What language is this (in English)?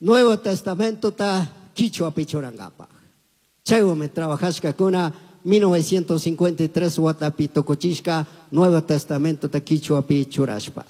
Chimborazo Highland Quichua